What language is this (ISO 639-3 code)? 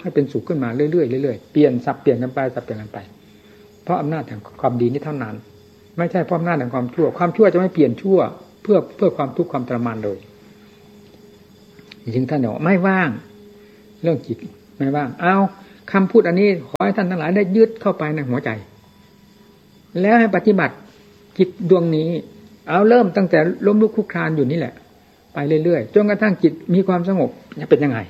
tha